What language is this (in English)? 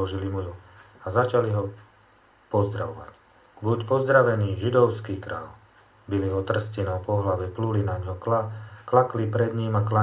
Slovak